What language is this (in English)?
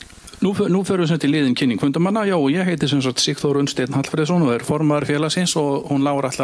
Icelandic